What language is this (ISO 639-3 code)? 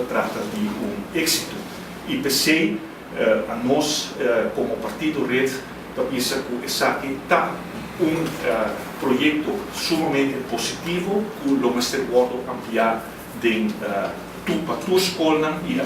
pap